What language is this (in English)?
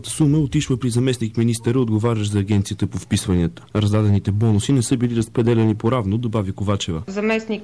Bulgarian